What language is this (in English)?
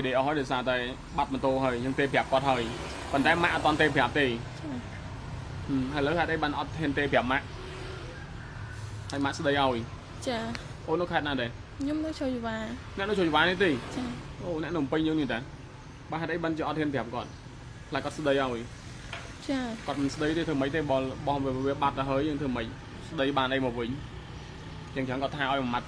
Khmer